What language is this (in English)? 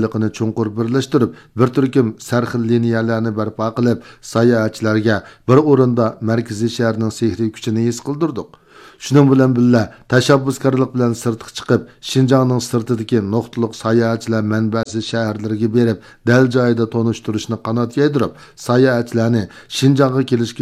Uyghur